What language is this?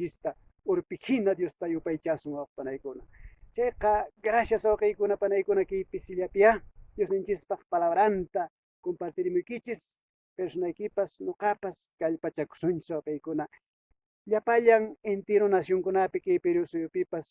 Quechua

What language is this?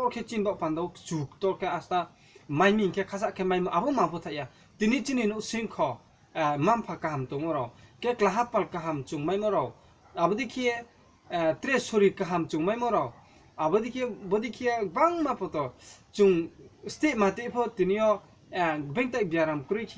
Riang (India)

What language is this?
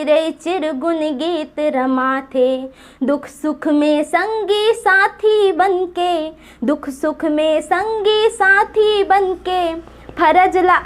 Chhattisgarhi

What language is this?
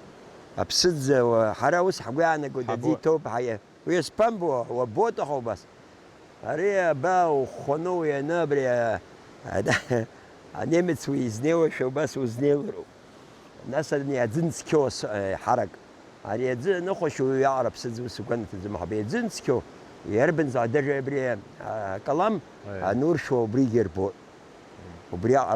Abkhazian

